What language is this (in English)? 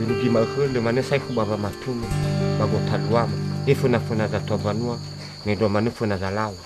Nias